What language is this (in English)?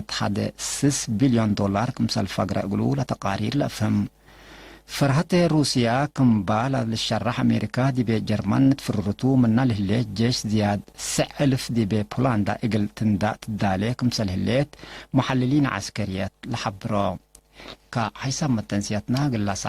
Tigre